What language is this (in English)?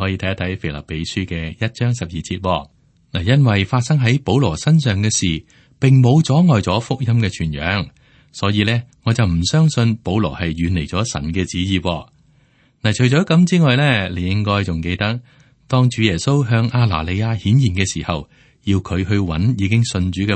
Cantonese